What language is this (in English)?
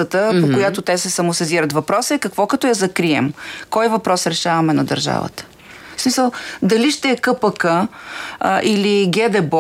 Bulgarian